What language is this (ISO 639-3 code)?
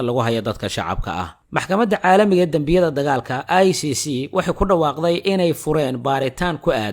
som